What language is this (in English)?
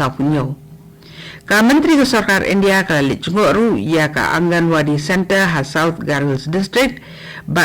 Khasi